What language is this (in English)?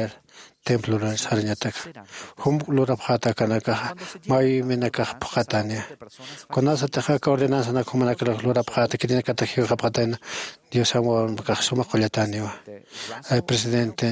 Aymara